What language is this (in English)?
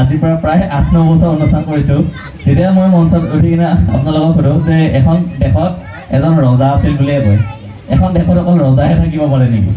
Assamese